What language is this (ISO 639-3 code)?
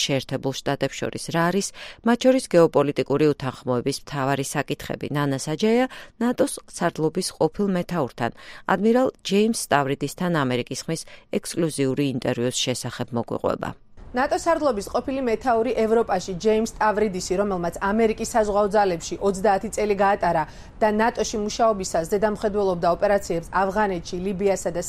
kat